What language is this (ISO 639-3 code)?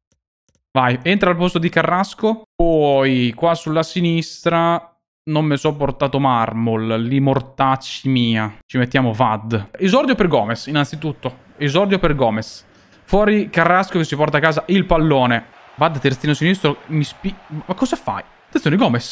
ita